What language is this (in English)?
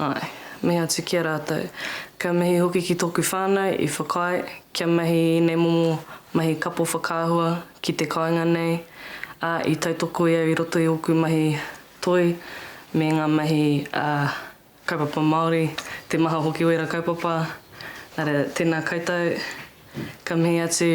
Māori